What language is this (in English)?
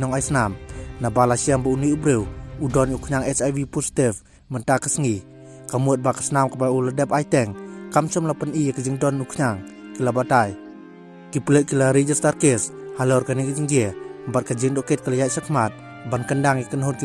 Khasi